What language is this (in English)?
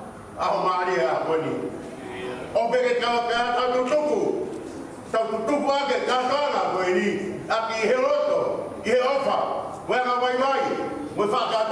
Tongan